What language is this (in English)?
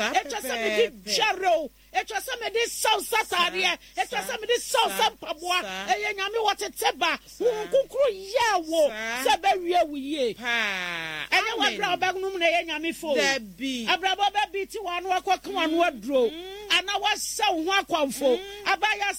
Akan